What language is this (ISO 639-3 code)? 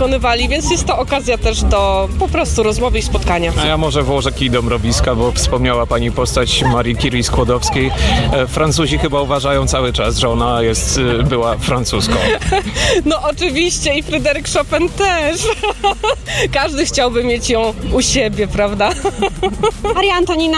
pol